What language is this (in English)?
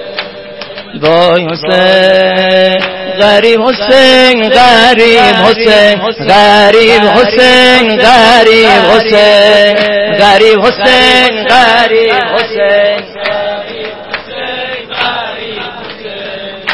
Persian